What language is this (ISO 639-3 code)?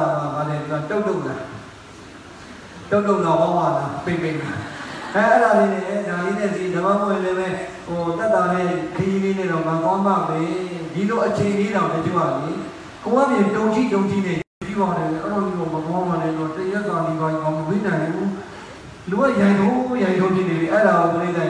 mya